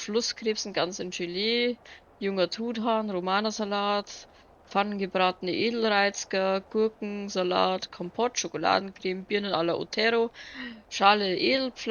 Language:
Bavarian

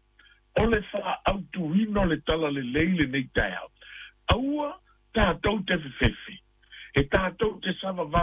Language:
Samoan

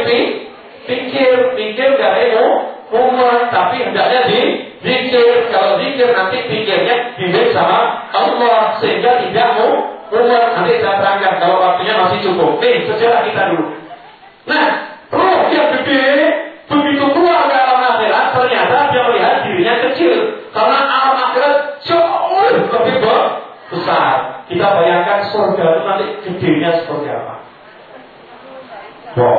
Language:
Indonesian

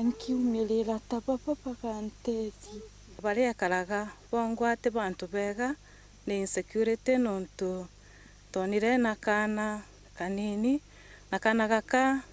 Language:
Meru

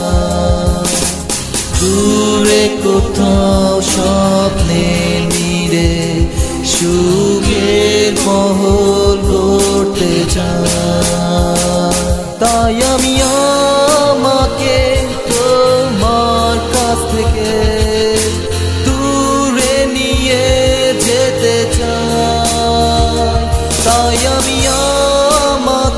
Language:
Bangla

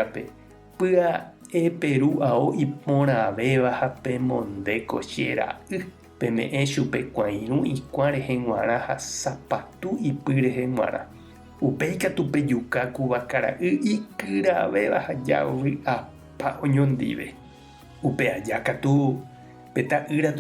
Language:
Guarani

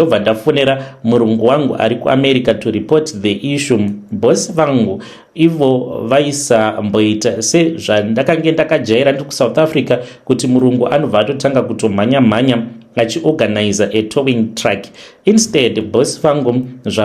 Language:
Shona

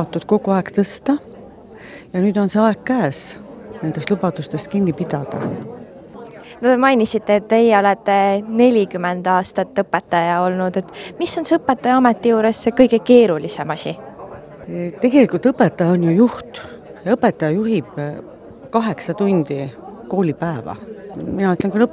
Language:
Estonian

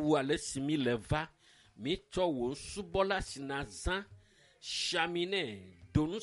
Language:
Ewe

